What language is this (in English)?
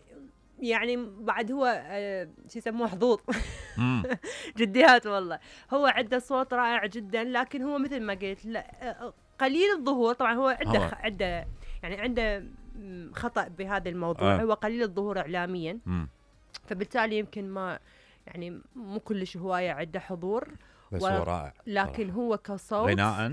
Mesopotamian Arabic